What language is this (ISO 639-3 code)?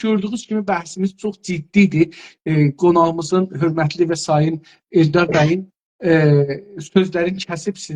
azb